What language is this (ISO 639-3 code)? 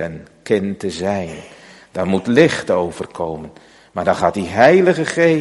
nld